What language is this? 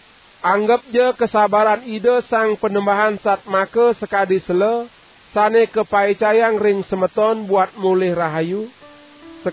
Balinese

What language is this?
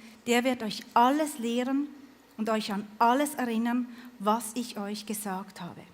Swiss German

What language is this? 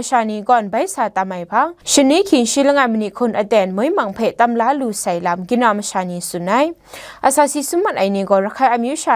Kachin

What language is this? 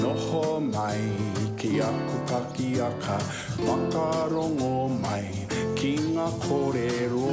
Māori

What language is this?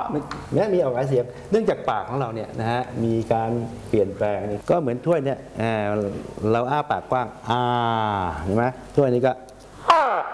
Thai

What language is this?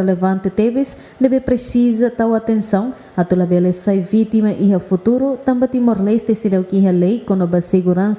Tetum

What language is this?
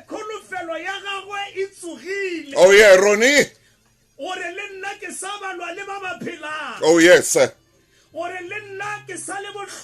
Southern Sotho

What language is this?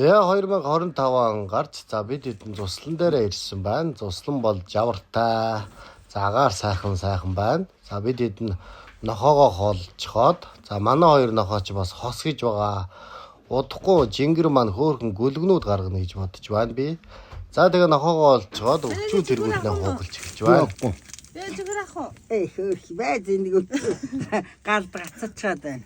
Mongolian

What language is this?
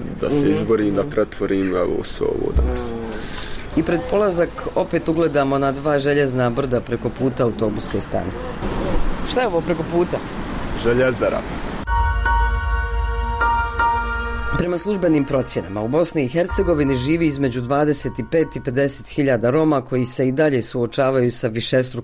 Bosnian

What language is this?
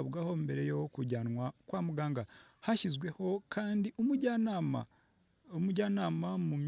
Kinyarwanda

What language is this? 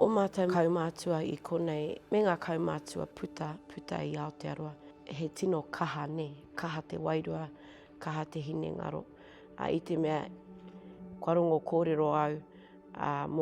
Māori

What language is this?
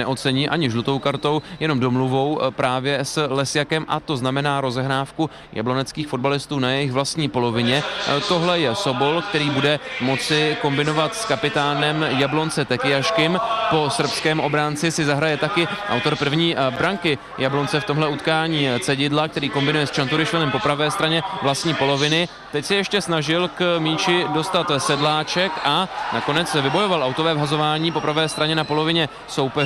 Czech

